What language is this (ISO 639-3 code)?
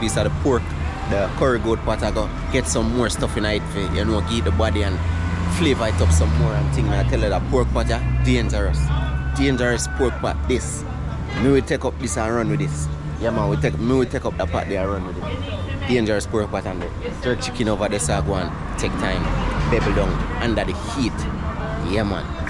jam